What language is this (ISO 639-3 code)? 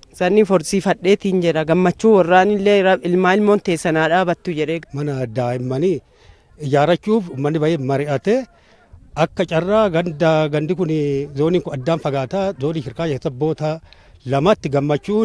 orm